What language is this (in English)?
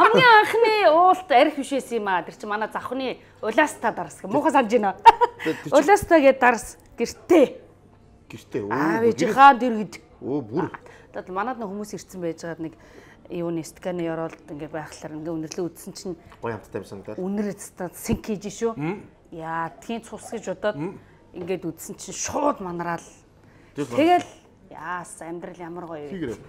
Mongolian